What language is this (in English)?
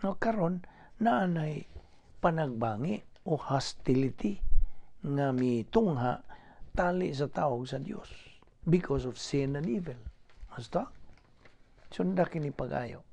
Cebuano